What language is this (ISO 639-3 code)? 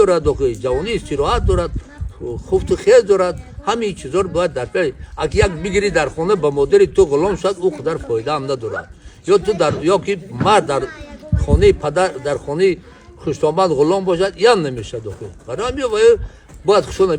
tgk